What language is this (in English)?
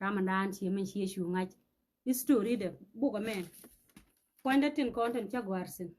Nuer